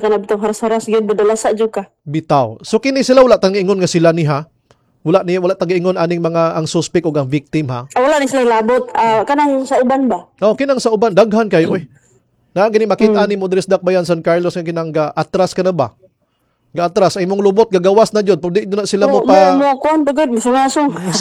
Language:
Cebuano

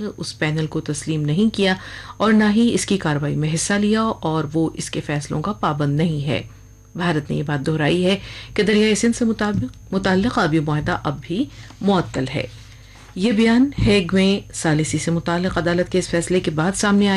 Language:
Urdu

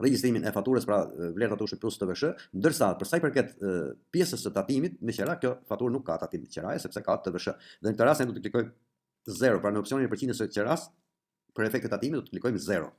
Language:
Albanian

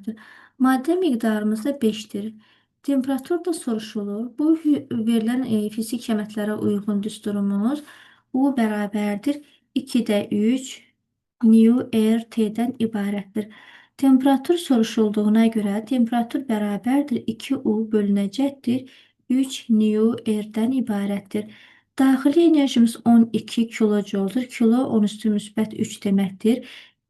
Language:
Azerbaijani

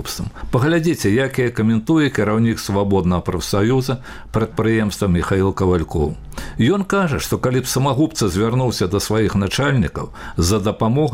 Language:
Belarusian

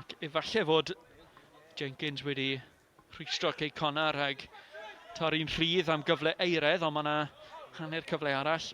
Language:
Welsh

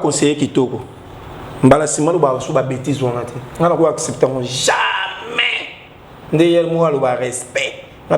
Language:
Lingala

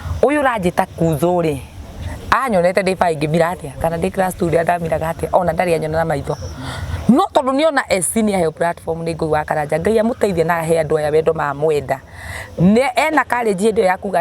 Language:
Kikuyu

